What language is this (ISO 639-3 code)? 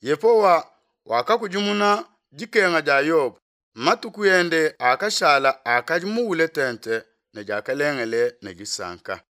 lua